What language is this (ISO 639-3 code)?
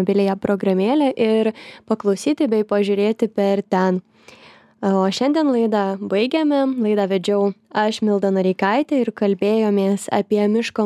lit